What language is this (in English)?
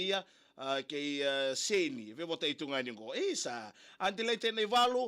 Fijian